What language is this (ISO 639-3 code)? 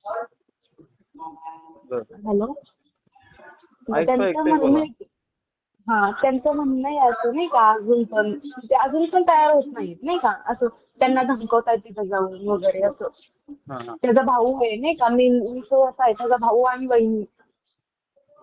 mar